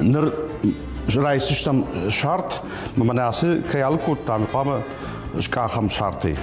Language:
Ossetic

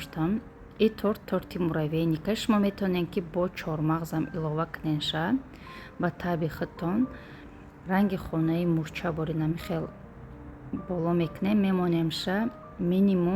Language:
Tajik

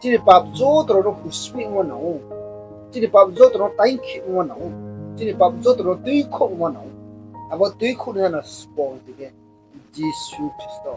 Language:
Riang (India)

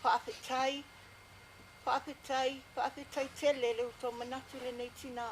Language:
Samoan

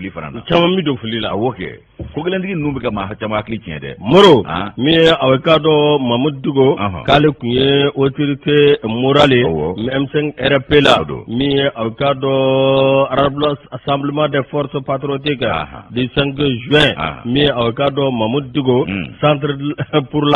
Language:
Bambara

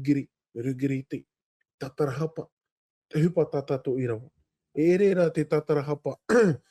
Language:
Tahitian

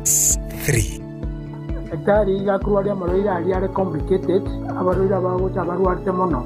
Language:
Gusii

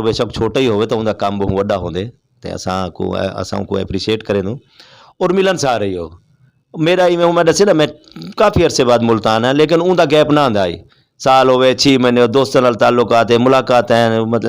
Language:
Saraiki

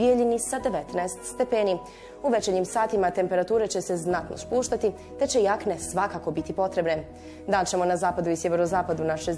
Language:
Bosnian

